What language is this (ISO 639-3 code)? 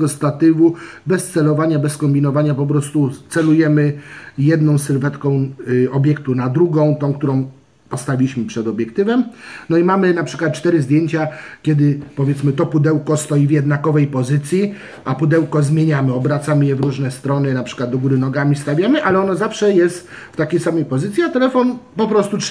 pol